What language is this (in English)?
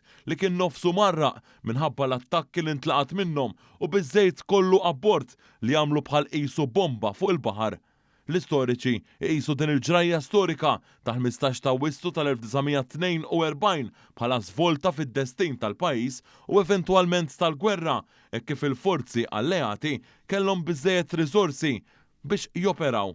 Maltese